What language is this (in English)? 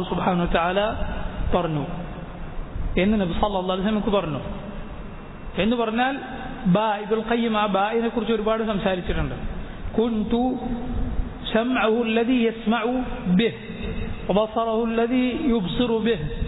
Malayalam